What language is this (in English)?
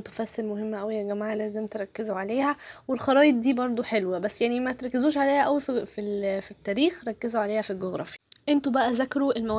Egyptian Arabic